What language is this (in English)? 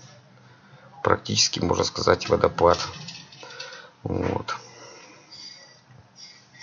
Russian